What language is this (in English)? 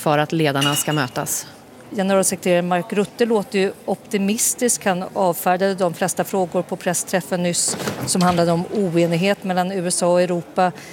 Swedish